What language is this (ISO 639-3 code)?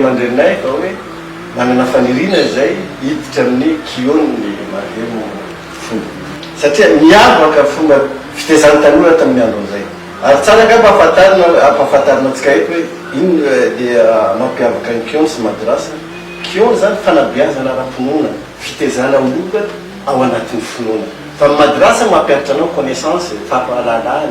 mlg